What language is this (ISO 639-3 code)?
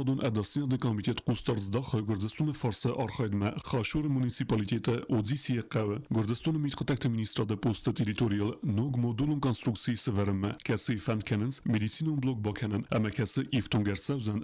oss